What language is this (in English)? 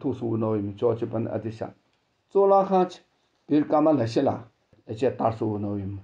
Tibetan